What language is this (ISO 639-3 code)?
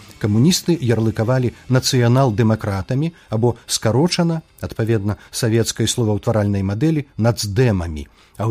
bel